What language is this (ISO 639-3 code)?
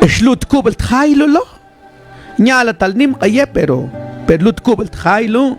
mam